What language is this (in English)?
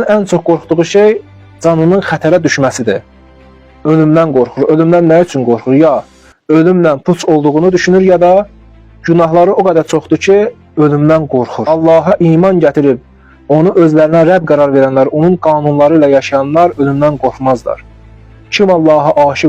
Azerbaijani